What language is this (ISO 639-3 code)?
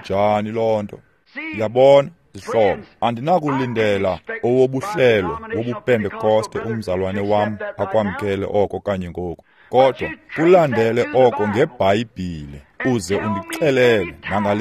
xho